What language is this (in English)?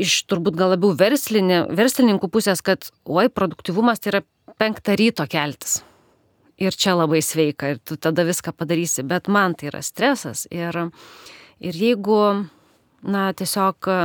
Lithuanian